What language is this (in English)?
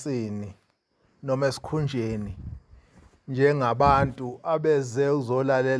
Zulu